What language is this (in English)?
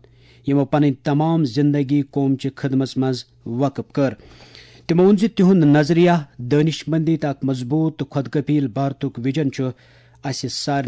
Kashmiri